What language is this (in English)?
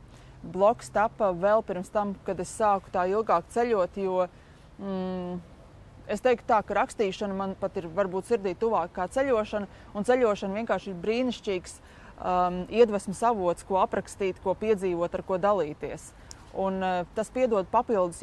Latvian